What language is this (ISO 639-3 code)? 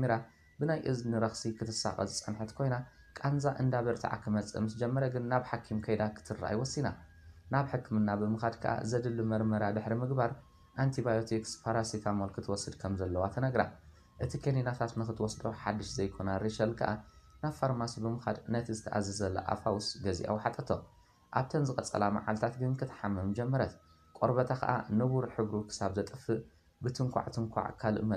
tir